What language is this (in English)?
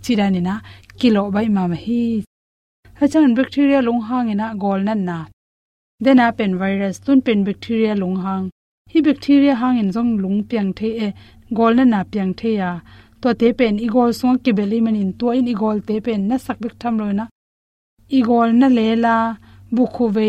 Tedim Chin